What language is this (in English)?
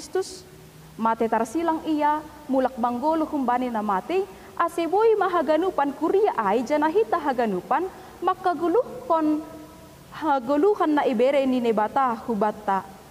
Batak Simalungun